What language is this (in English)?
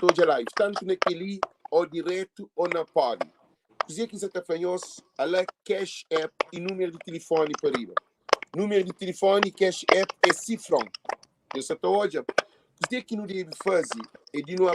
Kabuverdianu